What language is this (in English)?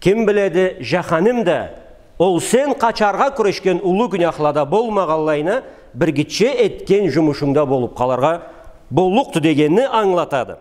Karachay-Balkar